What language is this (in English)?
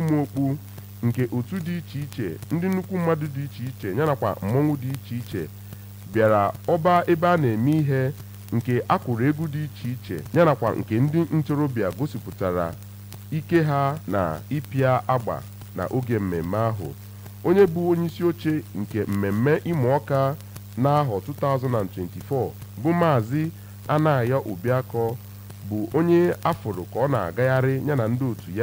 Igbo